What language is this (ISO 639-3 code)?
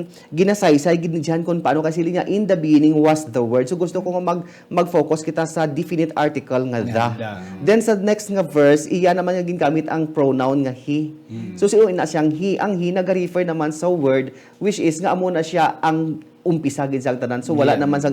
hil